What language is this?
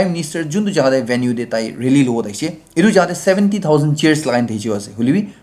Naga Pidgin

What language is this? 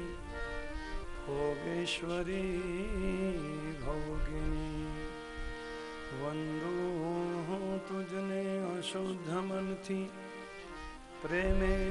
Gujarati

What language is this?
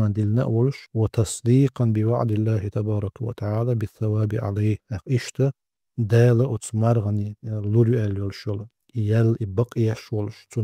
Chechen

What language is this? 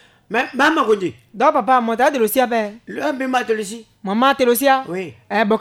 Sango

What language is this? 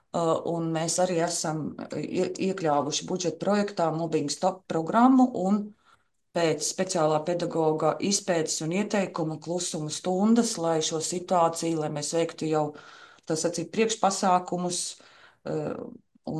Latvian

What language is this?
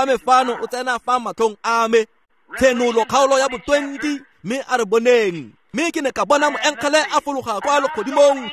Tswana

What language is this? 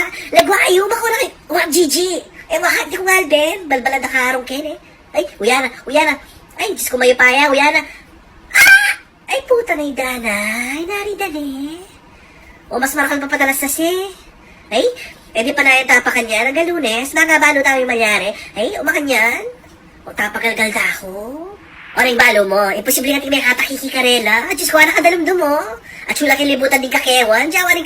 Pampanga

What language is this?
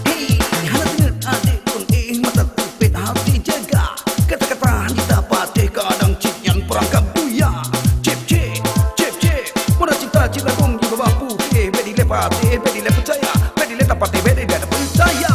Achinese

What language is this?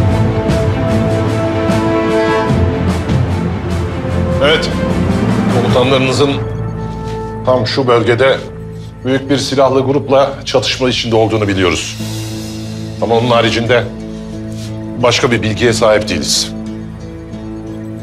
Turkish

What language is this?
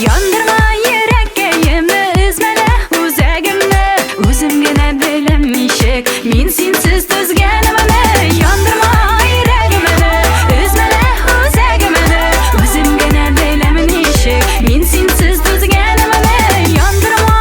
Tatar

